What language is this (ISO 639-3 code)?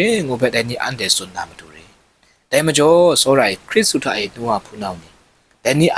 kac